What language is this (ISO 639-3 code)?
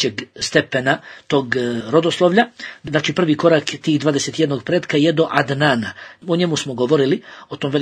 bos